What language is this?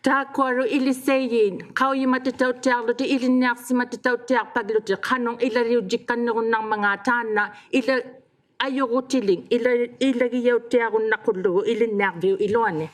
Inuktitut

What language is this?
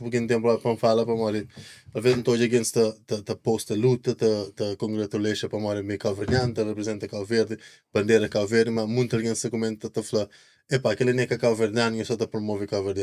Kabuverdianu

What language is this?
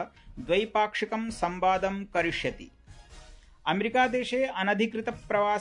Sanskrit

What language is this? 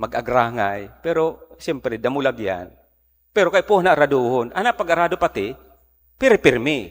Bikol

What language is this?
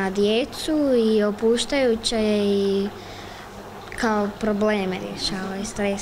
Croatian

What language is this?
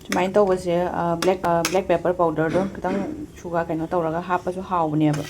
Manipuri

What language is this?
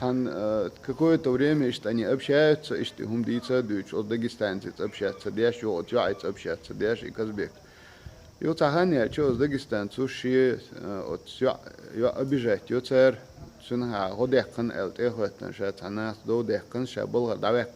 Chechen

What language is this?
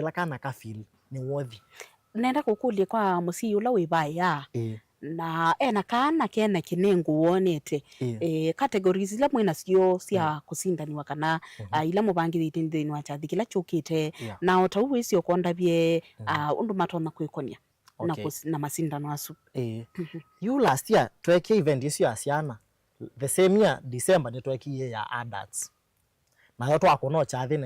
Kamba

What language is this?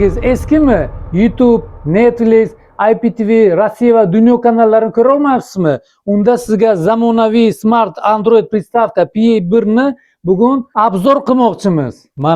Uzbek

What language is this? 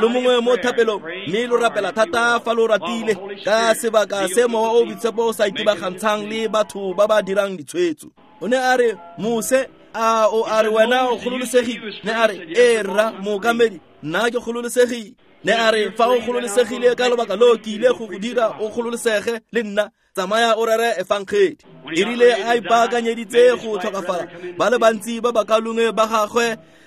Tswana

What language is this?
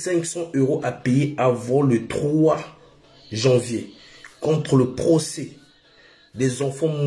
French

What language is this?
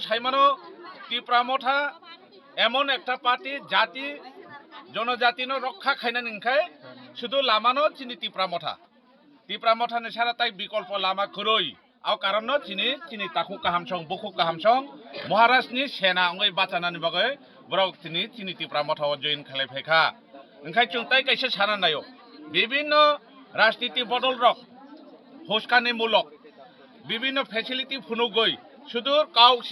Kok Borok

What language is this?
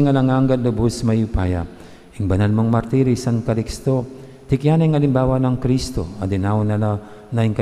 Pampanga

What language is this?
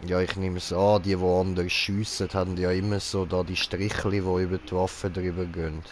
Swiss German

